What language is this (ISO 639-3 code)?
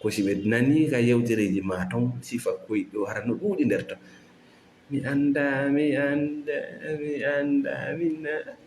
ful